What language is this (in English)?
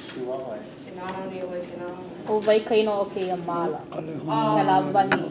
Hawaiian